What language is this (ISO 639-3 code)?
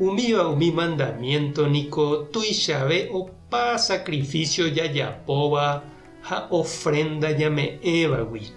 grn